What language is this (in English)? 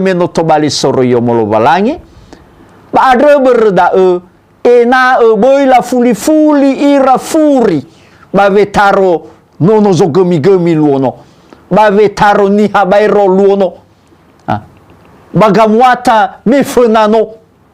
Nias